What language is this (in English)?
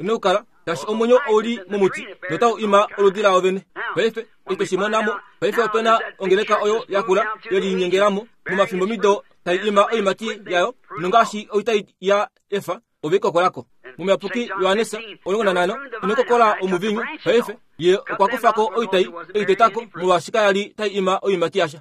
Kuanyama